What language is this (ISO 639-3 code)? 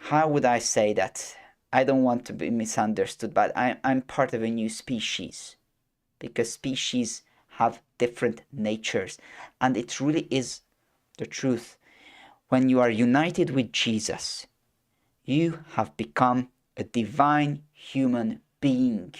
eng